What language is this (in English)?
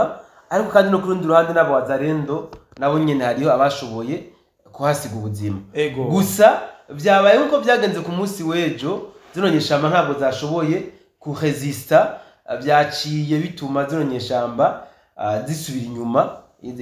Rundi